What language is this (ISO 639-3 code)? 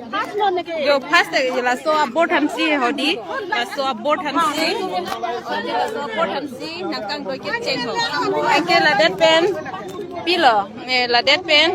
mjw